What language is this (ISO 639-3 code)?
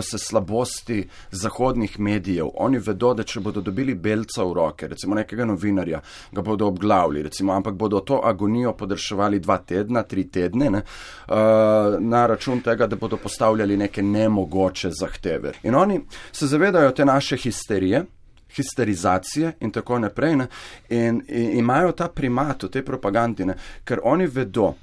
slv